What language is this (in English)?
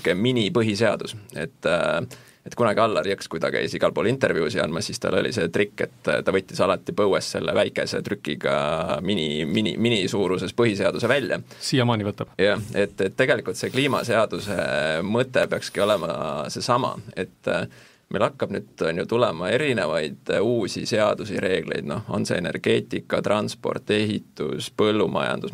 Estonian